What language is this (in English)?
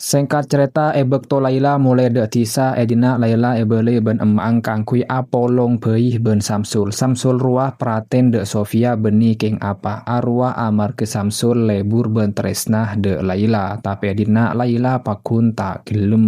Madurese